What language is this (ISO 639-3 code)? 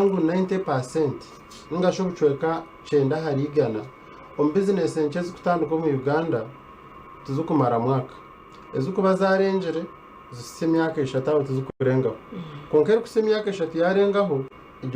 nyn